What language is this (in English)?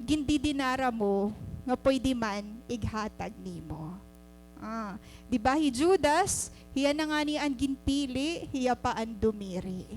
Waray